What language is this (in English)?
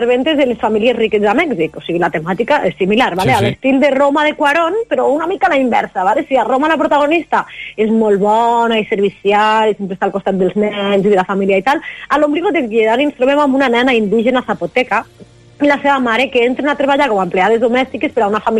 Catalan